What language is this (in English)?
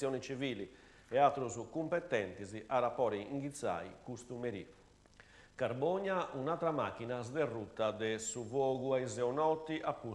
Sardinian